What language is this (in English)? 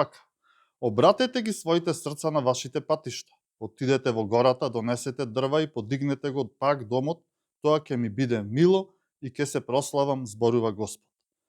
Macedonian